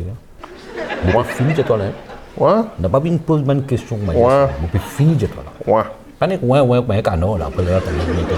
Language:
Morisyen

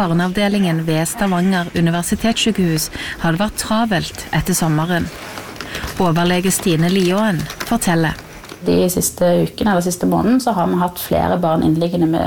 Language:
Norwegian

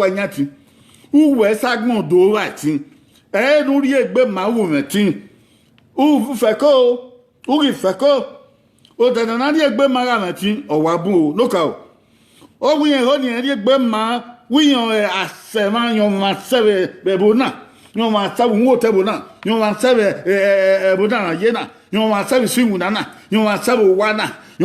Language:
Bini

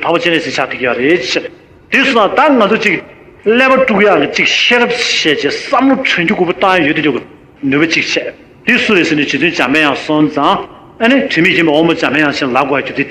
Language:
Tibetan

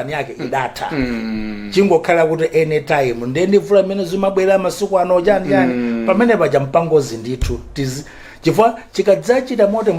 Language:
Nyanja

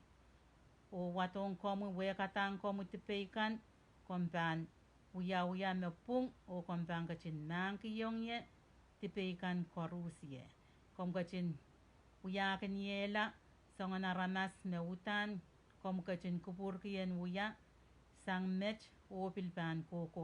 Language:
Pohnpeian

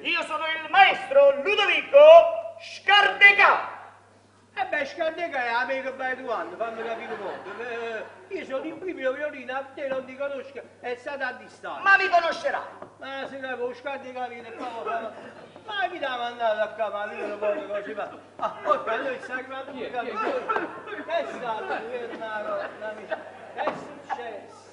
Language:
Neapolitan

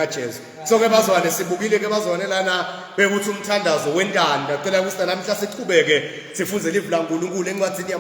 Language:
Zulu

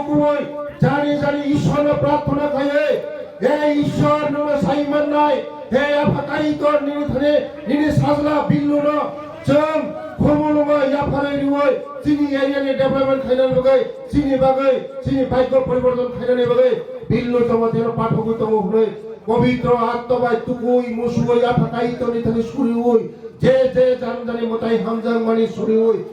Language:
Kok Borok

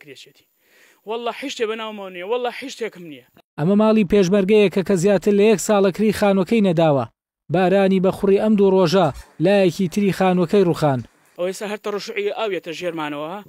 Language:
Central Kurdish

